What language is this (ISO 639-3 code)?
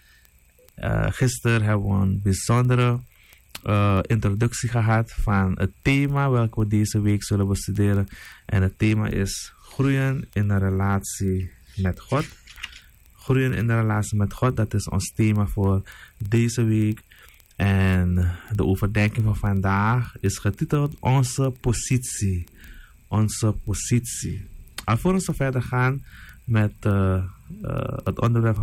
nld